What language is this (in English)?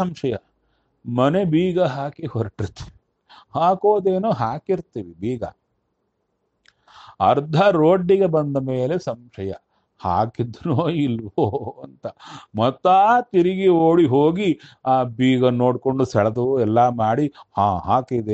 Kannada